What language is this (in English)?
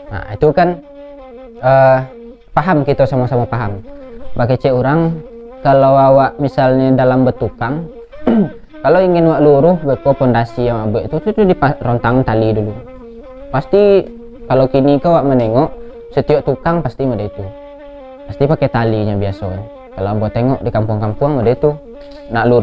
Minangkabau